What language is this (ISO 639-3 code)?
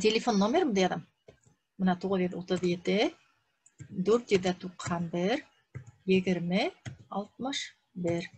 bak